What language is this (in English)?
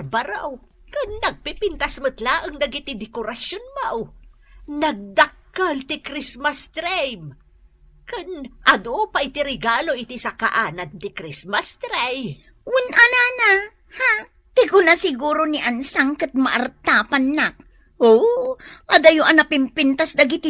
Iloko